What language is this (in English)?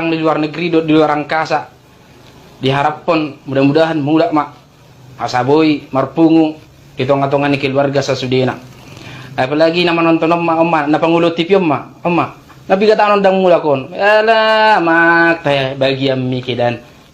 Batak Toba